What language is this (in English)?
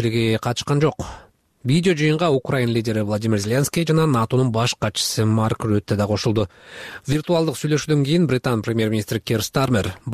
Kyrgyz